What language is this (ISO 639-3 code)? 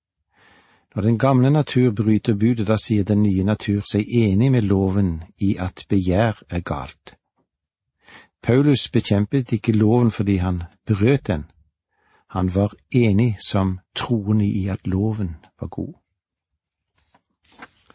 nor